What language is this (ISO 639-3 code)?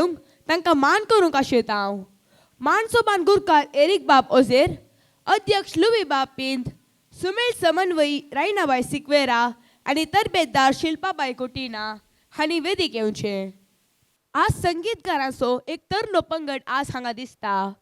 kok